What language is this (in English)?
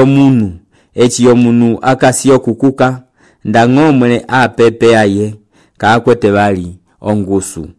Umbundu